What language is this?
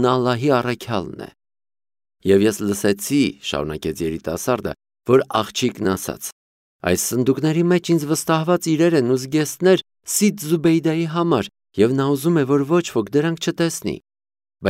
Armenian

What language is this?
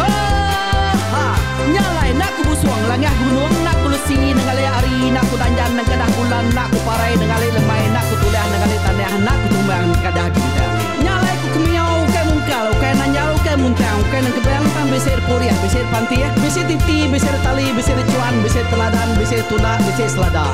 Iban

